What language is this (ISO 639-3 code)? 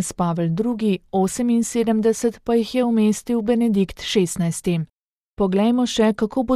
slv